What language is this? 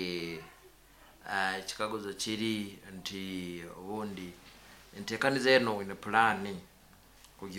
Nyoro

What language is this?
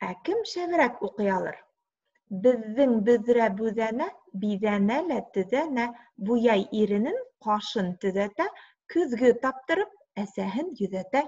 Bashkir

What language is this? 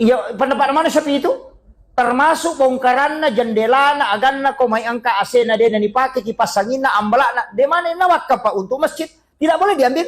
Buginese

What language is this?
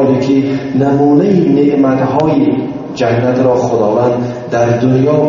Tajik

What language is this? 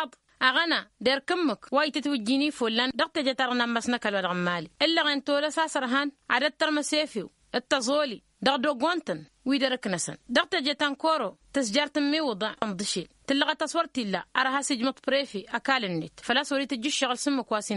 Tamasheq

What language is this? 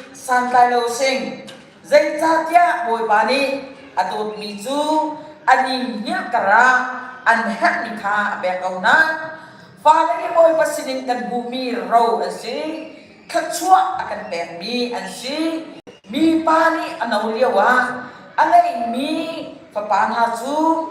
Hakha Chin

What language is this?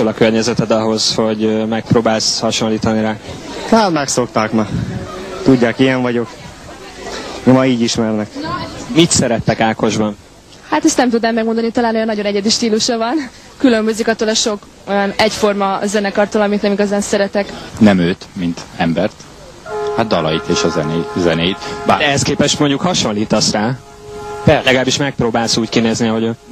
Hungarian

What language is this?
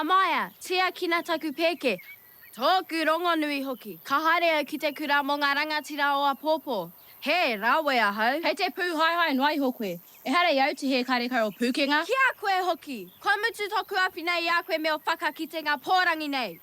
Māori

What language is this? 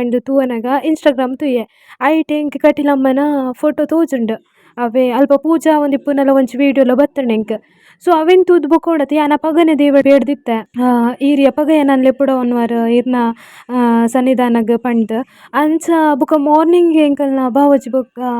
Tulu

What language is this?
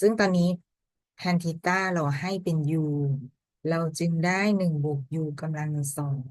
Lao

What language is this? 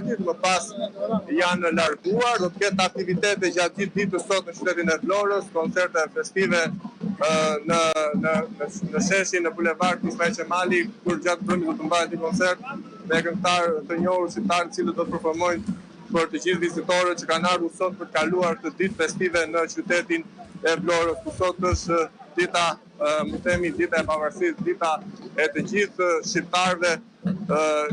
Albanian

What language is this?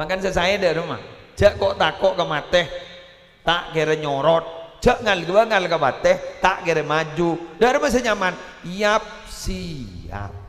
Madurese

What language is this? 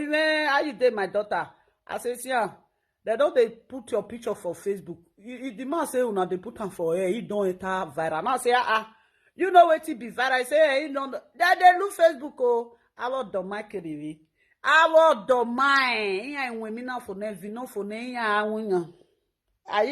Nigerian Pidgin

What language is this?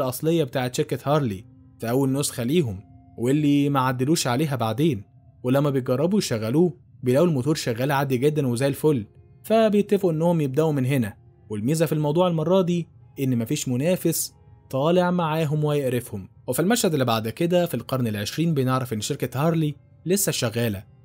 Egyptian Arabic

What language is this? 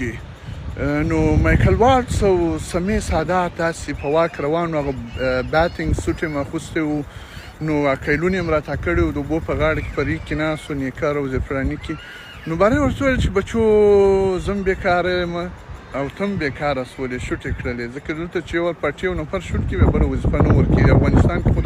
Pashto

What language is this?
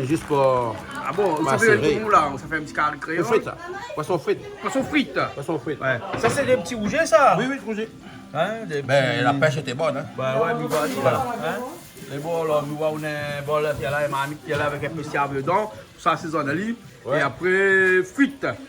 Réunion Creole French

